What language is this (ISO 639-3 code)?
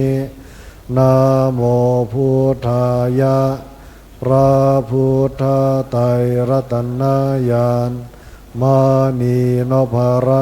pli